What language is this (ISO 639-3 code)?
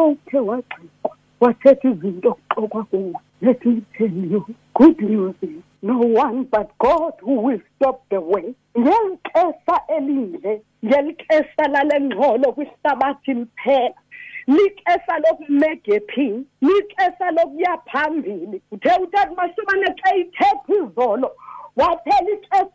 xho